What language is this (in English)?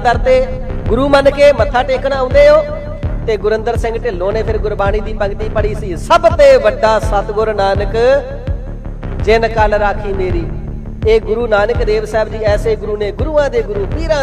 Punjabi